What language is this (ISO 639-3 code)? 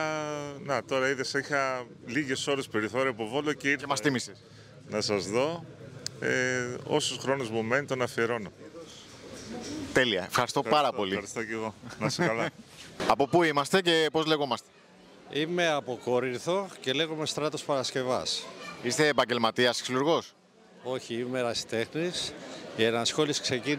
ell